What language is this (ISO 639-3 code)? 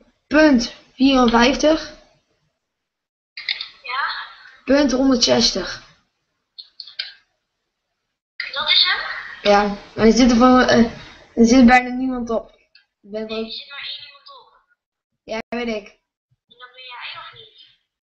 nld